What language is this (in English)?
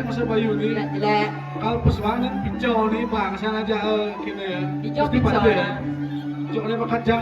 Balinese